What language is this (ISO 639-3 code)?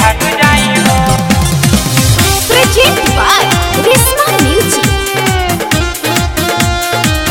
bho